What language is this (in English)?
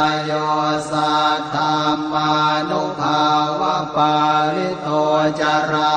Pali